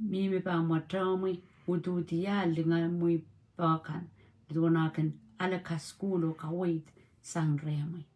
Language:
Pohnpeian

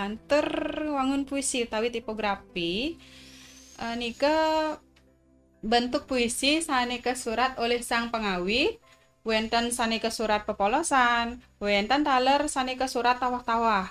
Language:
Balinese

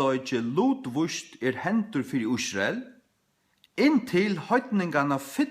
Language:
Faroese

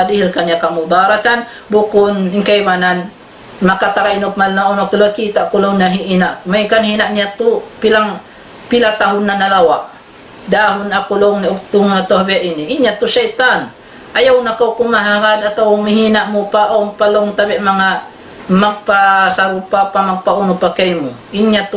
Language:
Tausug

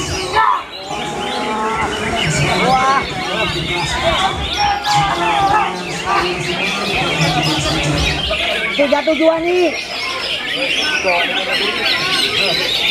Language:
Indonesian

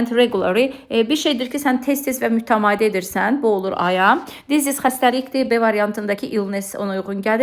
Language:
Azerbaijani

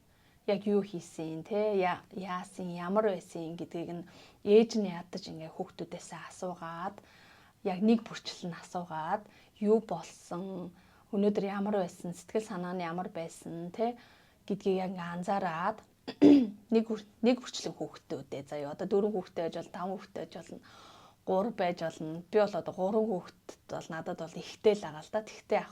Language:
Mongolian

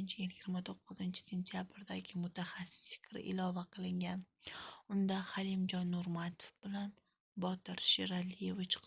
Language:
Uzbek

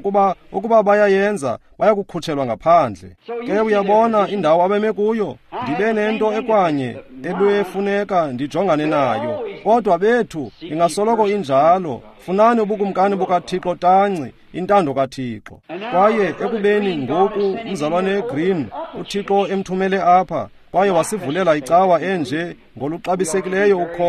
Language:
Xhosa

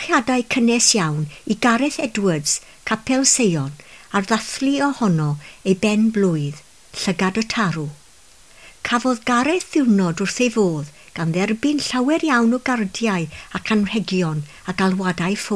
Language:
Welsh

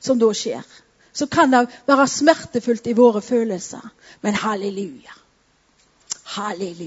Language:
Norwegian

